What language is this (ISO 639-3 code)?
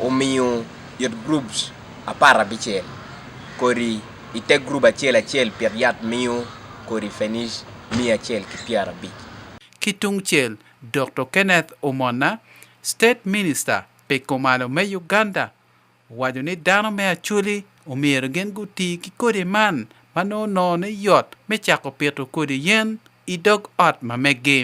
ach